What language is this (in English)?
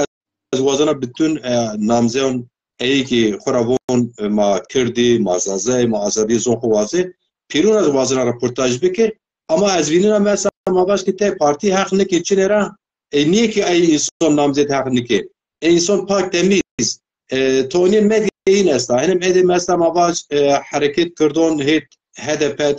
Zaza